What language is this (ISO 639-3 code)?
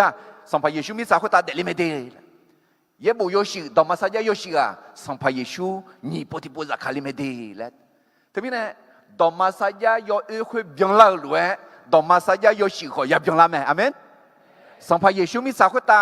ahk